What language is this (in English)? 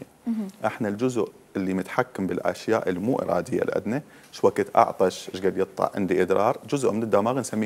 Mesopotamian Arabic